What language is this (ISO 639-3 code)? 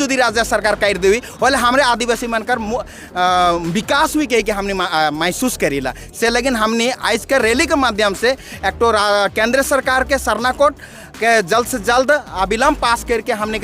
sck